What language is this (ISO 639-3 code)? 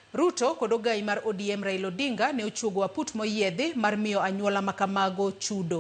luo